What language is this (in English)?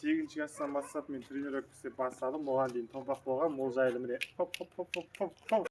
Kazakh